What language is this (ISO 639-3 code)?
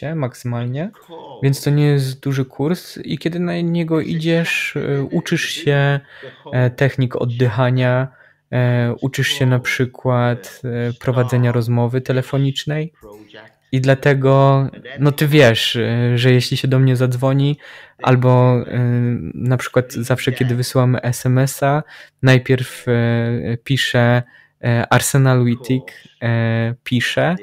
pol